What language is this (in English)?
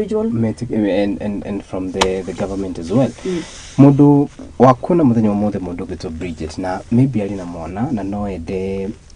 Kikuyu